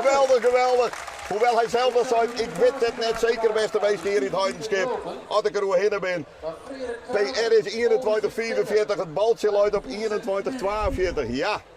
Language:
Western Frisian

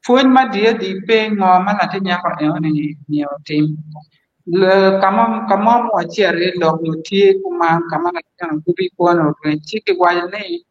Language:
Acoli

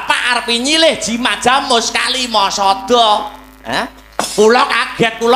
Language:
Javanese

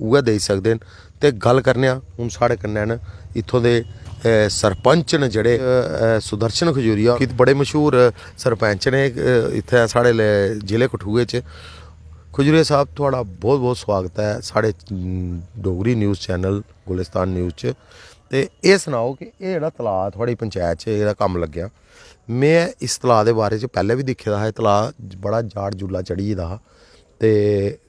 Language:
Dogri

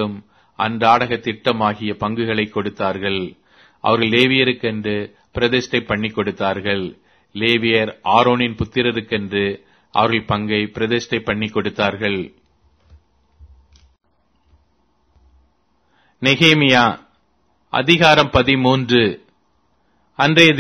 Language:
Tamil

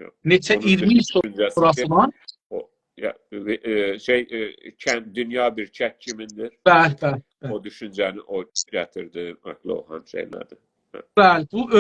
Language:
South Azerbaijani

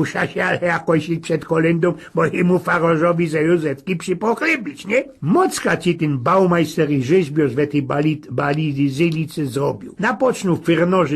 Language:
Silesian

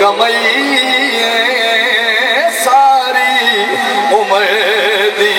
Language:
Saraiki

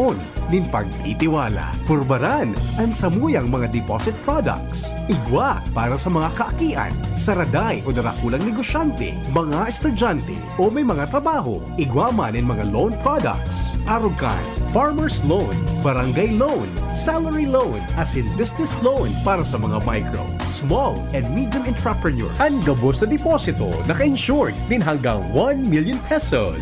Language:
Bikol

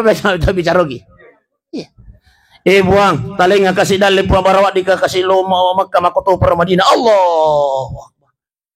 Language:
Buginese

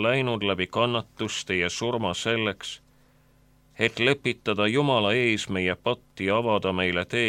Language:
Estonian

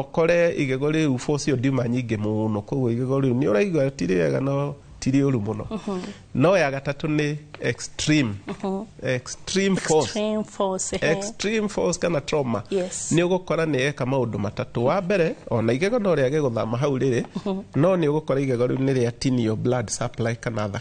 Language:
Kikuyu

